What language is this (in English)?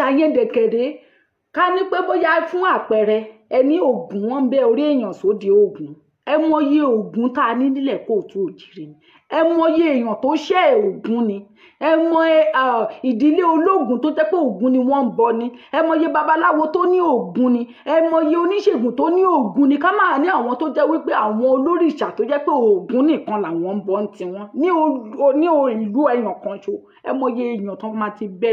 Yoruba